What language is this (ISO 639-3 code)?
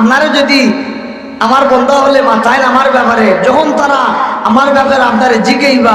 syl